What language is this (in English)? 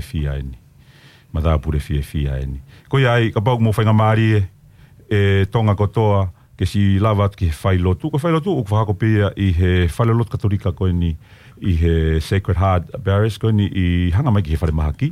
Tongan